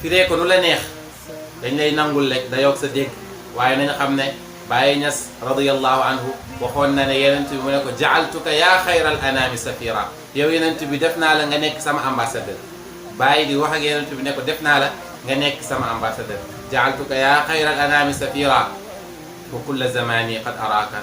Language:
Wolof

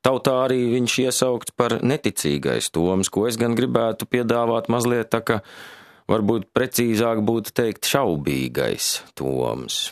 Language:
Latvian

